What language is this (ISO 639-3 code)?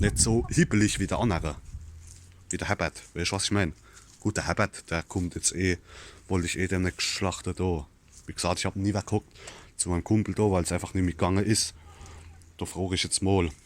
pfl